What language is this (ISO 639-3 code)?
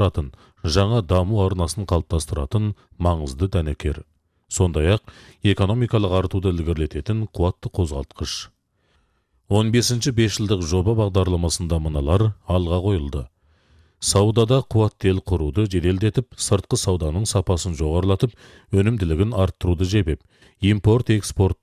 kaz